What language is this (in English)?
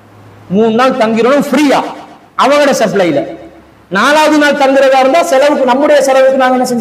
Tamil